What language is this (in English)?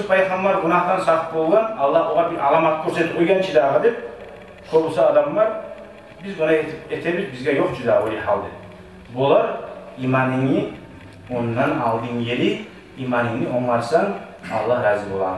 Kumyk